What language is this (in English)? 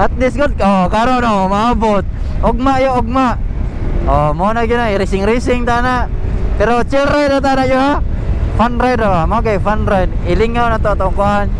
Cebuano